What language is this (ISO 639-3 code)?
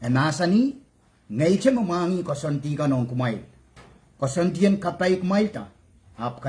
pon